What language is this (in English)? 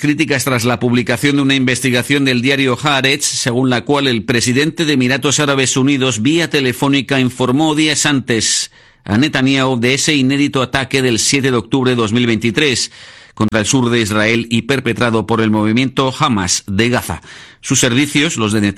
Spanish